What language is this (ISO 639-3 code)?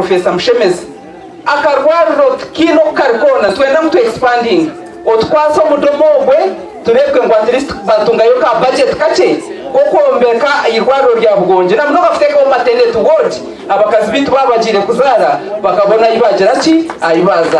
nyn